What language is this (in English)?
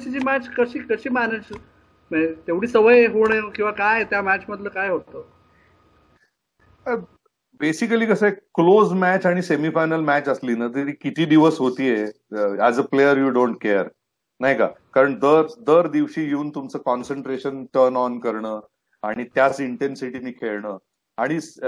Marathi